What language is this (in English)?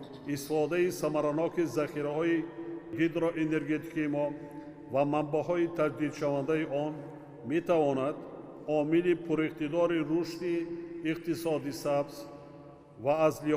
Tajik